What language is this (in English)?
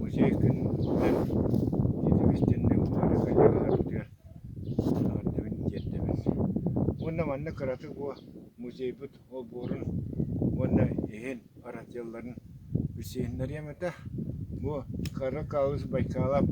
Yakut